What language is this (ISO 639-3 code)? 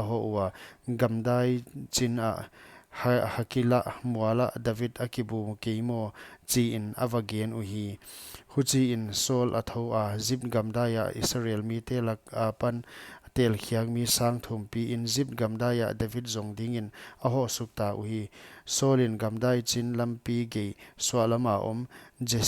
pck